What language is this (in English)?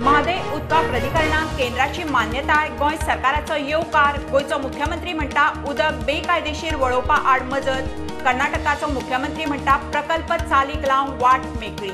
Konkani